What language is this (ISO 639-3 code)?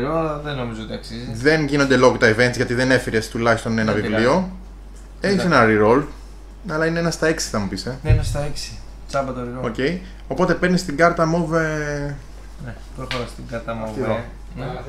ell